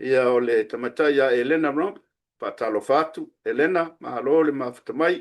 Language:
Samoan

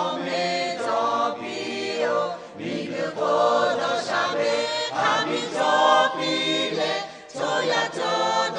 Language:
Lahu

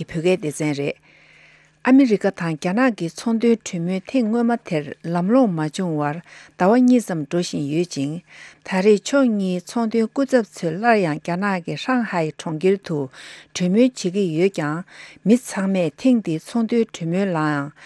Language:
Tibetan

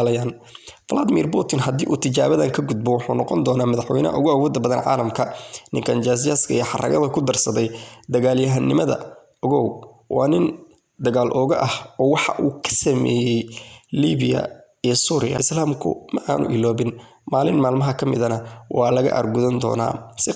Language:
Somali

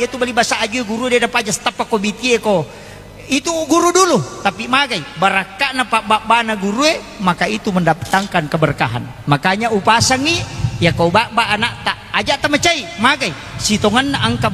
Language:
Buginese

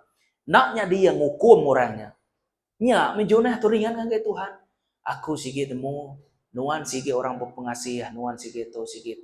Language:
Iban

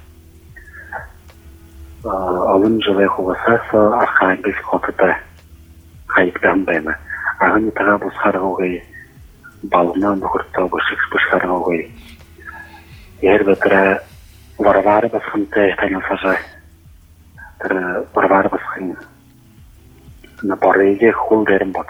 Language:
Buriat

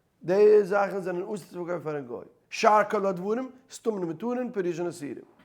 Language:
Yiddish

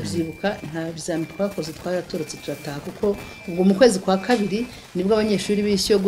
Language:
Kinyarwanda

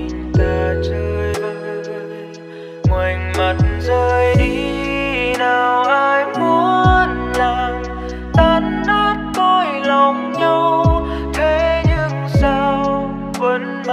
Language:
Vietnamese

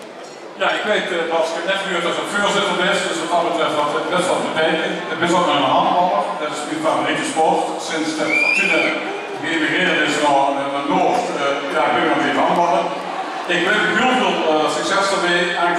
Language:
Limburgish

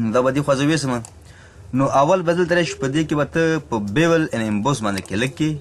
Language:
Pashto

